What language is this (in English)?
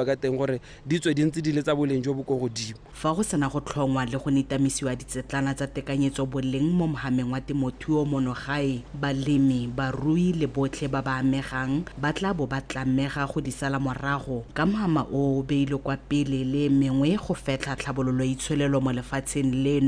Tswana